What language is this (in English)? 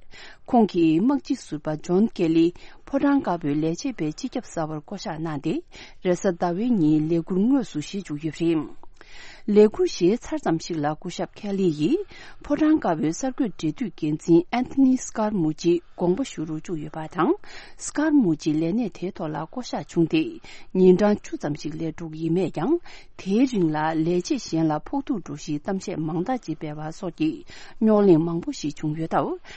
Tibetan